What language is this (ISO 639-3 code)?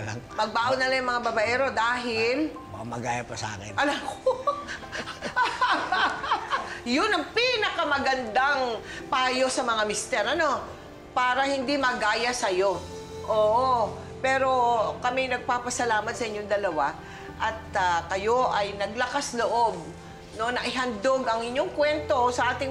fil